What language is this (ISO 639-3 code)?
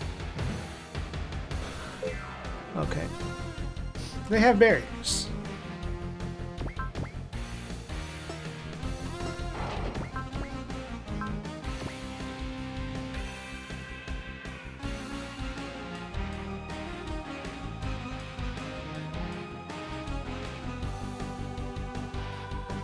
eng